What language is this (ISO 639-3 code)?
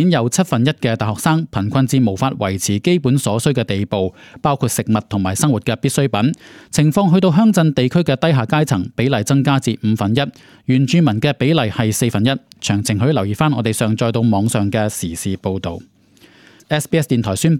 yue